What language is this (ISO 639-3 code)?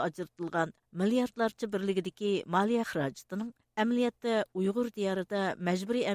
uig